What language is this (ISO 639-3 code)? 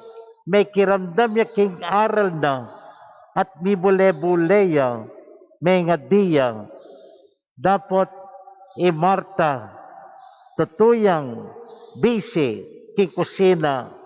pam